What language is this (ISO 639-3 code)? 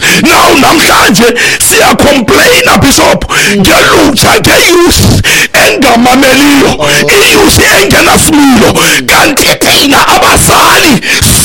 xho